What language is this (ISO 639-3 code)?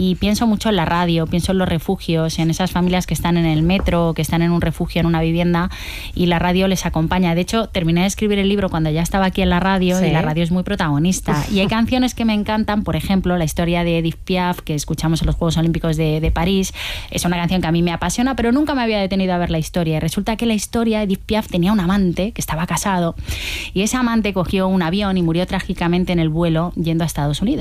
spa